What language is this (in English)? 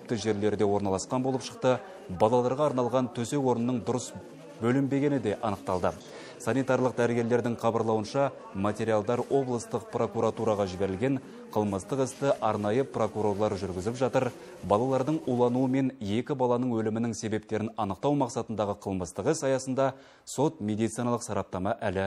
Kyrgyz